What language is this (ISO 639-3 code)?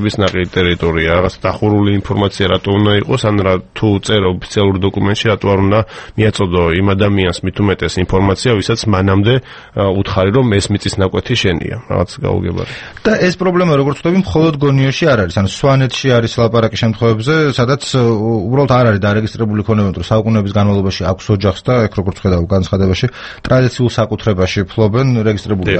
kat